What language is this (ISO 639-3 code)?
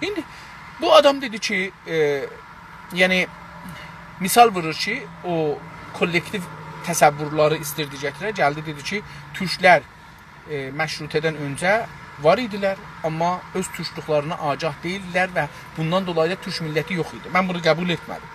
azb